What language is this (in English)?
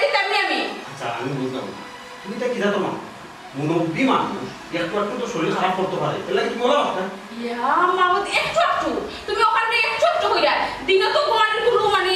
Sylheti